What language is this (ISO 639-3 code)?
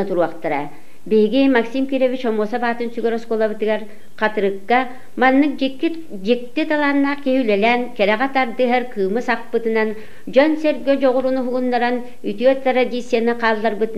sah